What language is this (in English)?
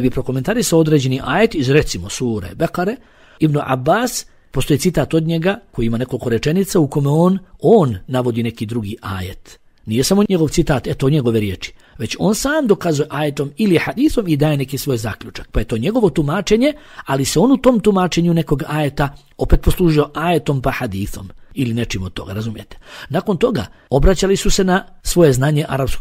Bosnian